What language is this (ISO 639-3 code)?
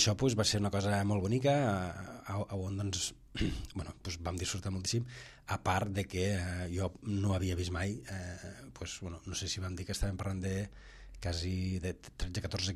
cat